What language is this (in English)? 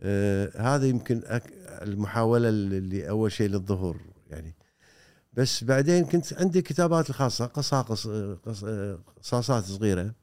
Gulf Arabic